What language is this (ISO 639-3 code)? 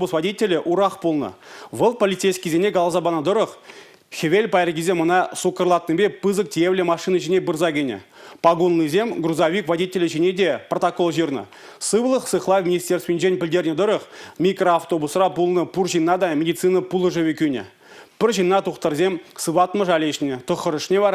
chv